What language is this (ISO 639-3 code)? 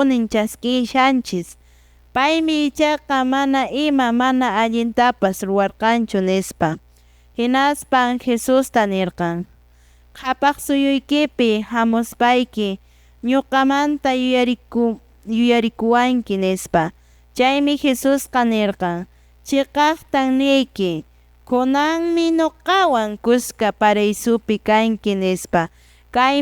que